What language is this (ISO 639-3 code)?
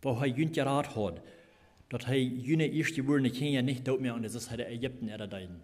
pdt